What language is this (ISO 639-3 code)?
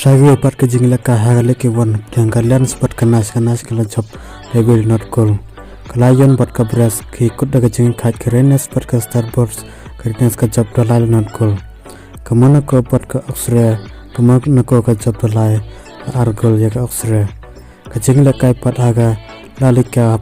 kha